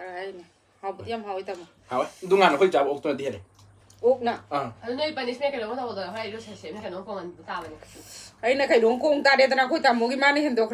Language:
Manipuri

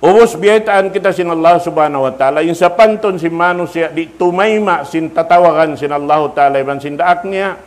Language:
Tausug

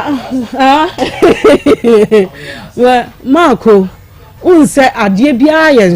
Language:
Akan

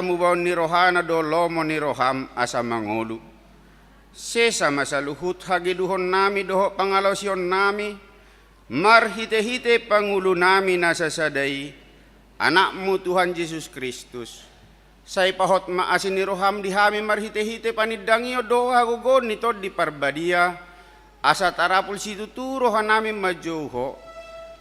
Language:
Batak Toba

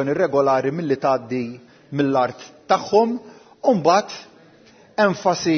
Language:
Maltese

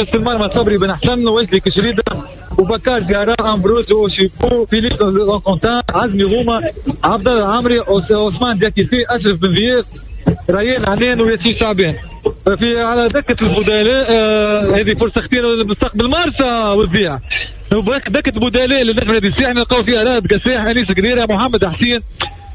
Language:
Tunisian Arabic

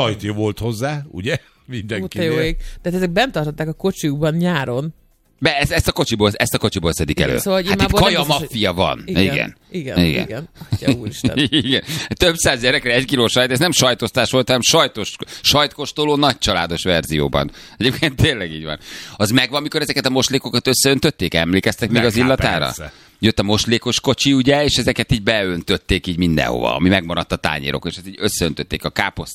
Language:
Hungarian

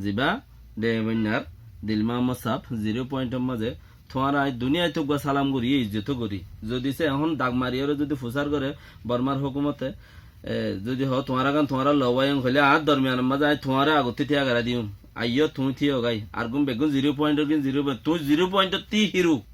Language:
Rohingya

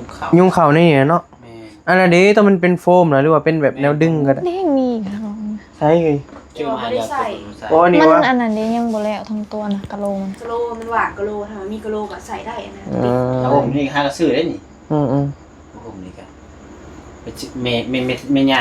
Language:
Northeastern Thai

